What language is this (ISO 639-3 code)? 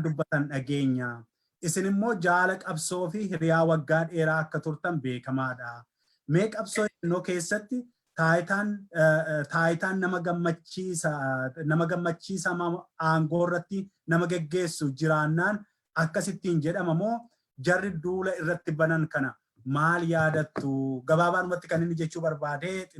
orm